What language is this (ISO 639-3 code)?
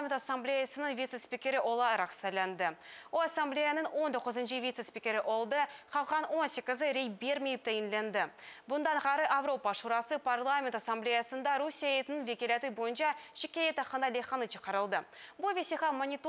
crh